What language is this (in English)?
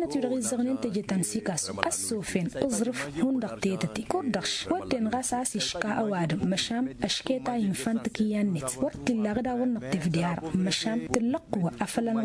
Tamasheq